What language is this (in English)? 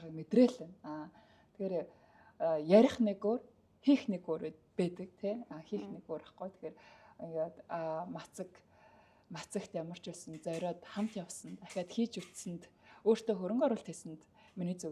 Mongolian